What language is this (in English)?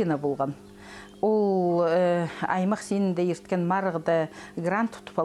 Khakas